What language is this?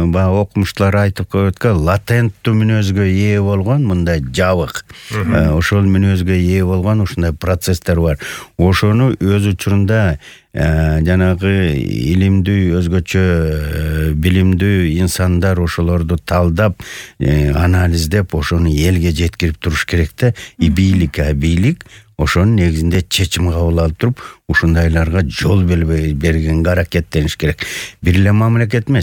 Kyrgyz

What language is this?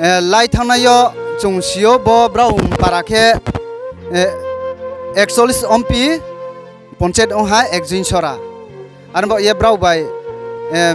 Riang (India)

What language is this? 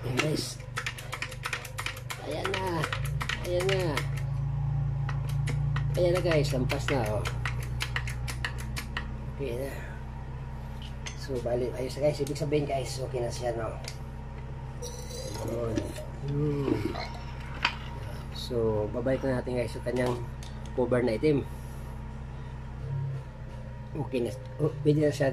Filipino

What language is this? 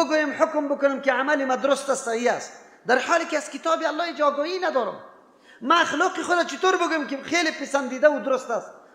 Persian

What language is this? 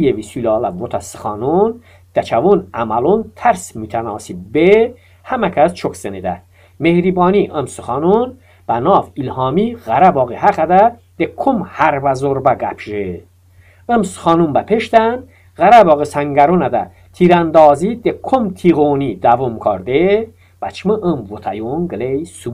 Talysh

